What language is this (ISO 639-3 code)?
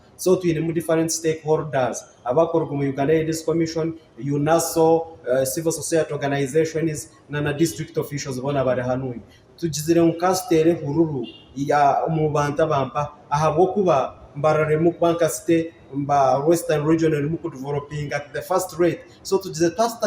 nyn